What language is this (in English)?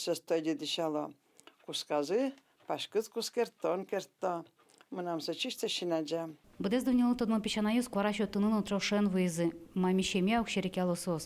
Udmurt